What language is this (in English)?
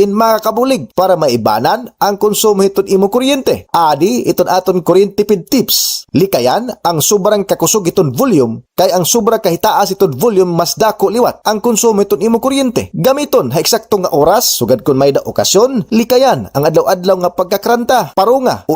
Waray